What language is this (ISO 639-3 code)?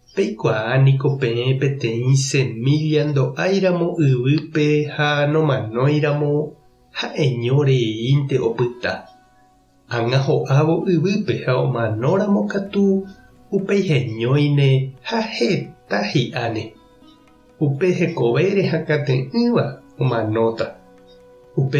grn